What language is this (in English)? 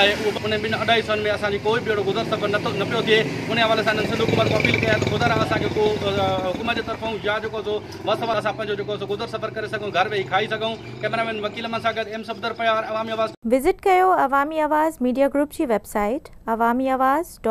Sindhi